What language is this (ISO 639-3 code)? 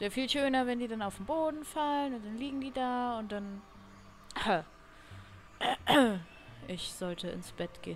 deu